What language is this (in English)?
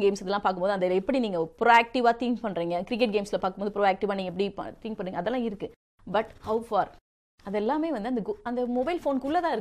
Tamil